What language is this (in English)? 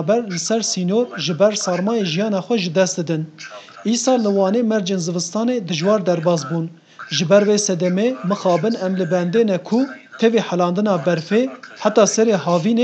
Kurdish